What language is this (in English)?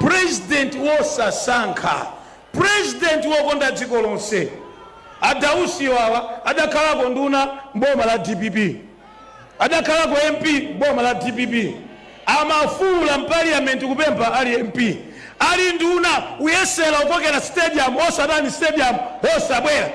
Nyanja